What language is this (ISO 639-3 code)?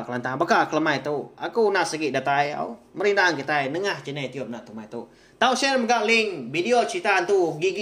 iba